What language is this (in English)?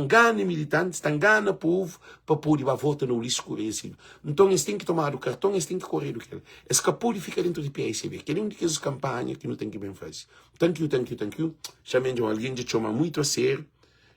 Kabuverdianu